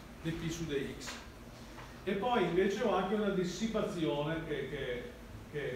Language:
Italian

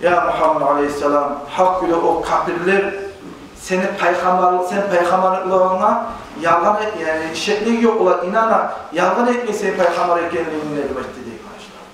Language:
Kumyk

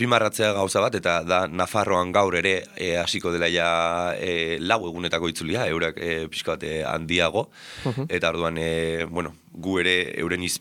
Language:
Basque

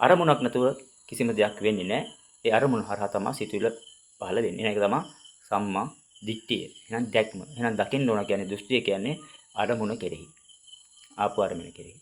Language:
Sinhala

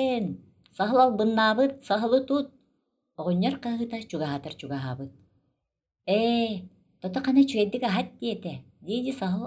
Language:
Yakut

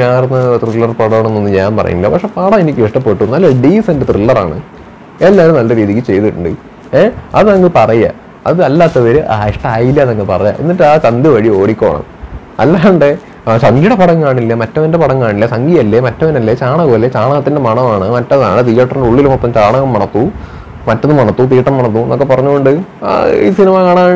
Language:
Malayalam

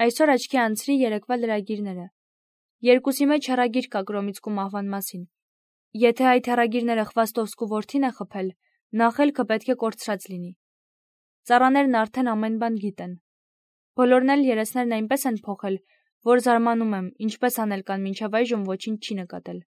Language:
Armenian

